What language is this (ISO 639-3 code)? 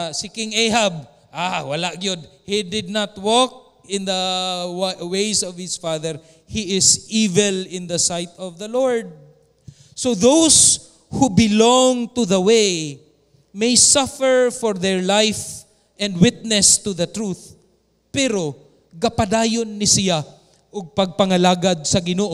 ceb